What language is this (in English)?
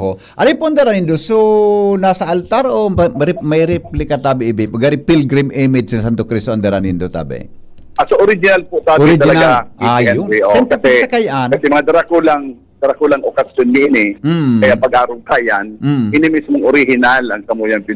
Bikol